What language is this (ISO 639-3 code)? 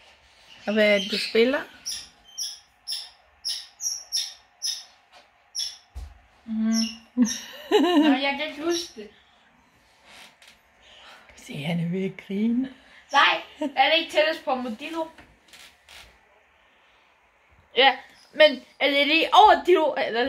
dan